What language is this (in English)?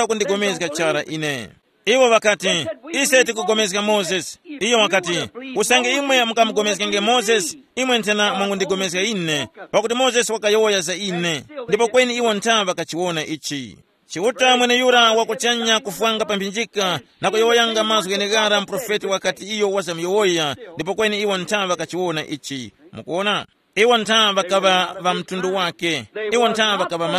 Tumbuka